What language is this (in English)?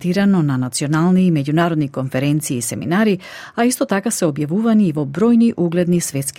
Macedonian